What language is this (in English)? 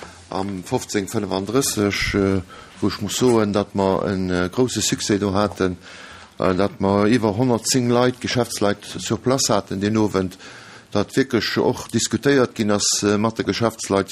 Luxembourgish